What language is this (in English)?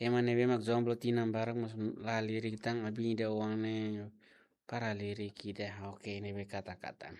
Tetum